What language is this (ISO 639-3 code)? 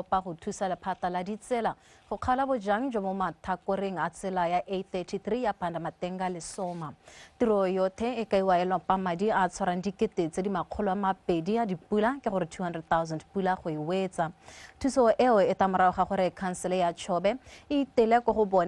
tsn